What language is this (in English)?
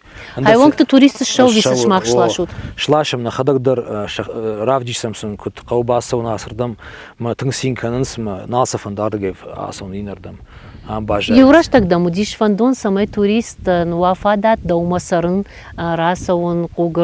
Ossetic